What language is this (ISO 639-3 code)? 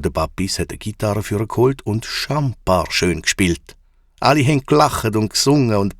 gsw